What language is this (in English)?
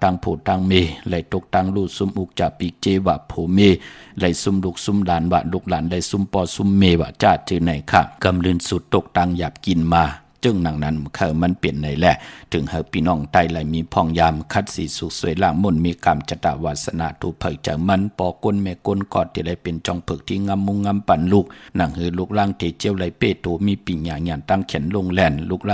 Shan